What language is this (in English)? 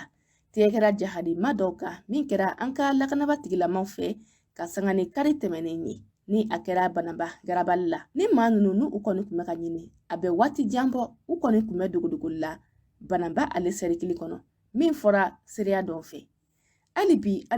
Bambara